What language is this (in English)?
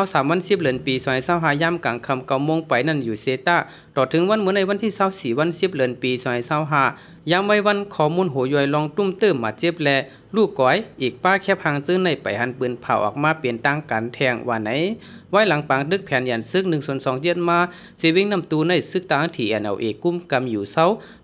Shan